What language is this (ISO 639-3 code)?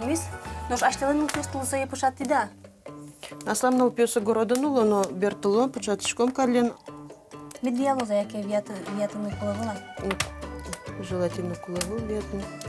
udm